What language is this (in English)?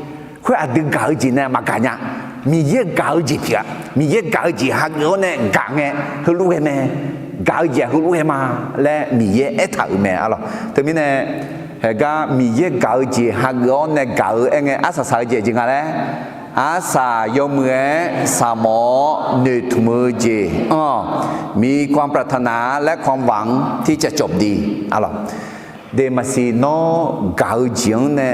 Akha